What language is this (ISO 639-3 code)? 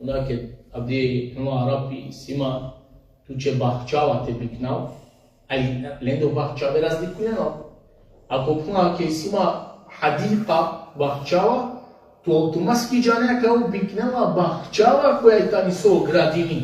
rmn